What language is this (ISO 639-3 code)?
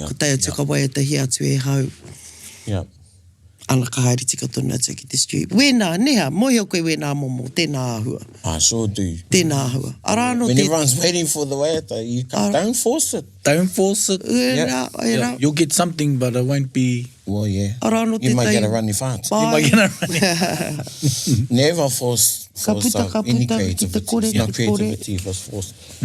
mri